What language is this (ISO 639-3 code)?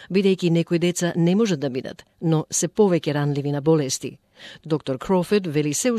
mkd